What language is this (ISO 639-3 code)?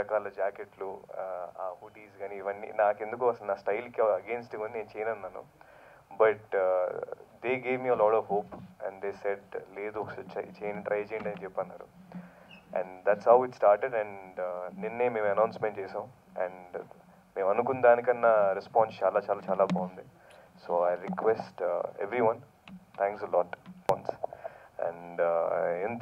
tel